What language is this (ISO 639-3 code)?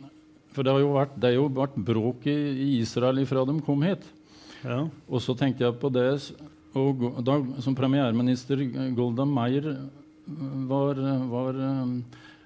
nor